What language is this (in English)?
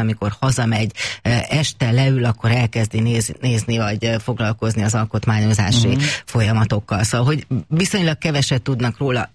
Hungarian